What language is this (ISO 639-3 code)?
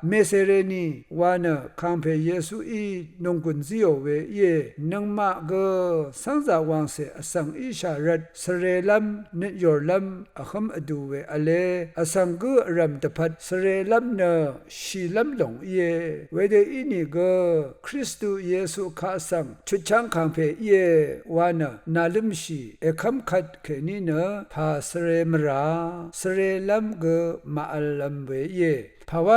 raw